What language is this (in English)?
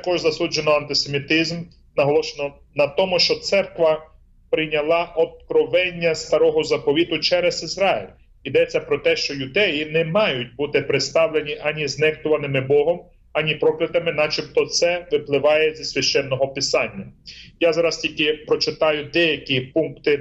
Ukrainian